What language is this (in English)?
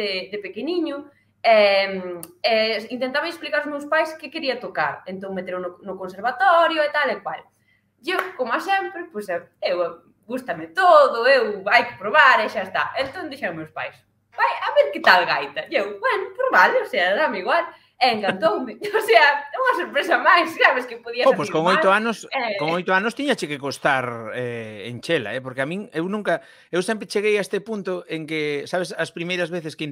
Galician